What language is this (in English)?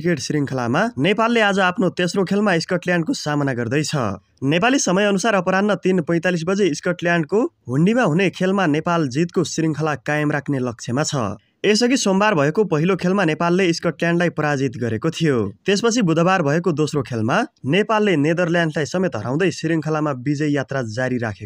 Nepali